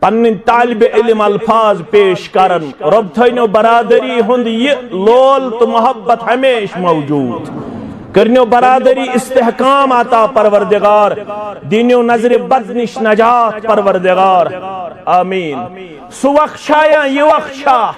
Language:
Kashmiri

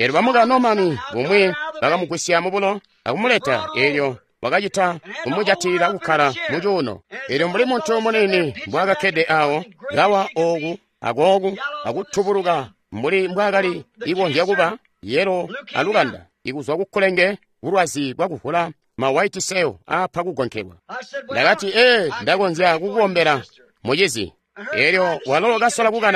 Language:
Tonga (Zambia)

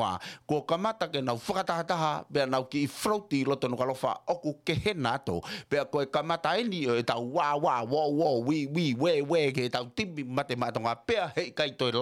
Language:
Tongan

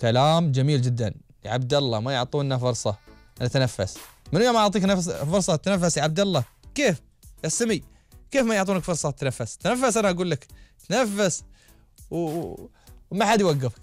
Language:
Gulf Arabic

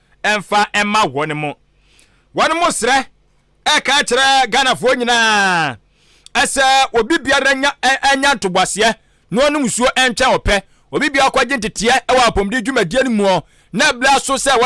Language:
Akan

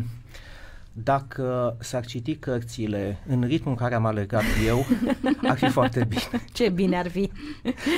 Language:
Romanian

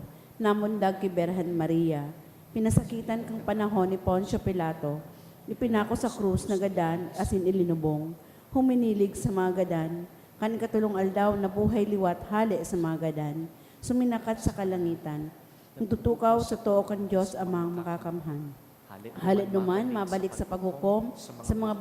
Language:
Bikol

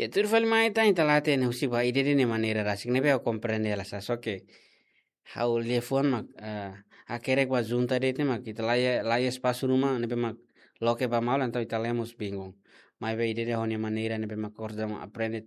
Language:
Tetum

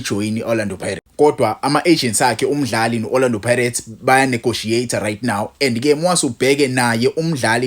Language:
Zulu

